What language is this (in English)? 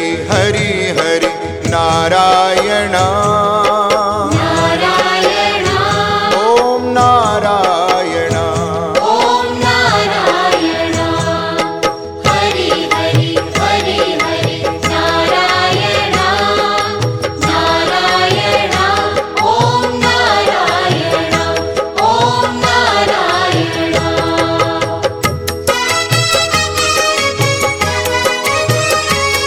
Kannada